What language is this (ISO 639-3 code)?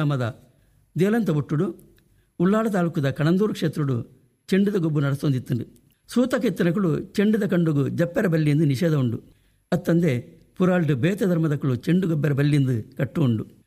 tcy